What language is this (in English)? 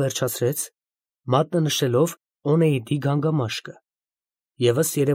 Armenian